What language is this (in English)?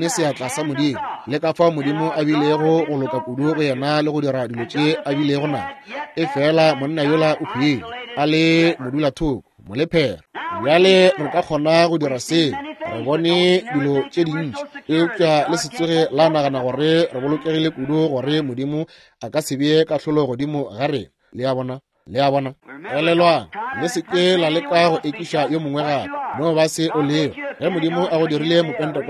Northern Sotho